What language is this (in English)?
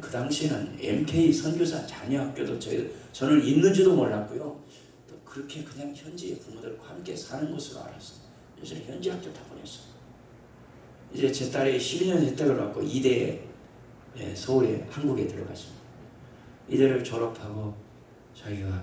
Korean